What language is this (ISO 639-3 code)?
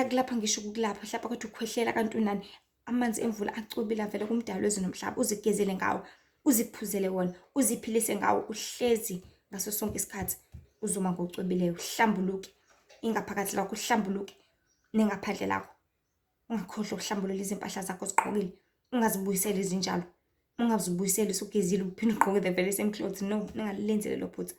zul